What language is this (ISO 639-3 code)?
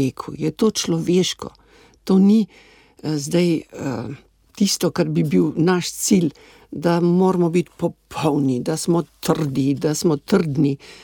slv